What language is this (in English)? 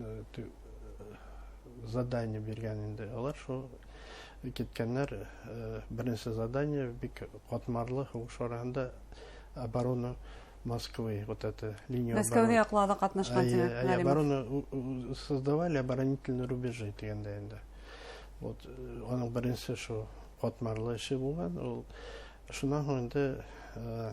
Bashkir